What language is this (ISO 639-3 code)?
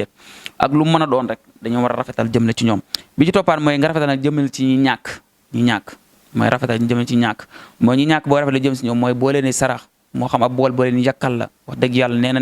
wol